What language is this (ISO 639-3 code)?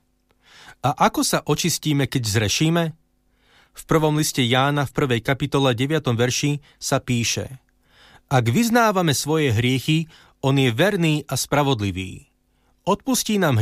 slk